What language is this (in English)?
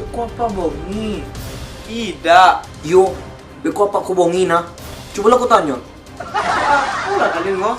Minangkabau